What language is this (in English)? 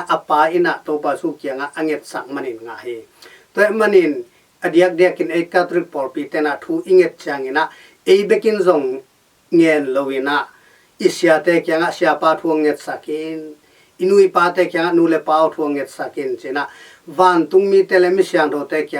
Tedim Chin